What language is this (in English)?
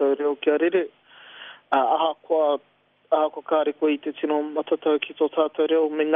Māori